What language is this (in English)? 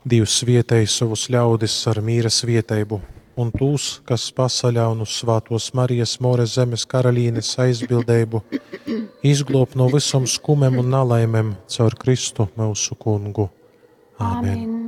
Latgalian